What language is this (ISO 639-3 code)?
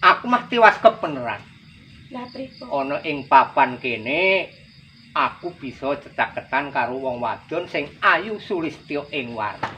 jav